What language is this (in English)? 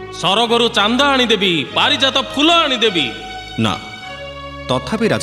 Odia